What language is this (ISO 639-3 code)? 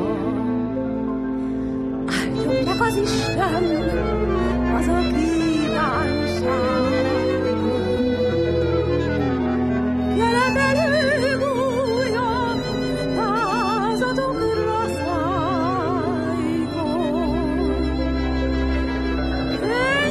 hun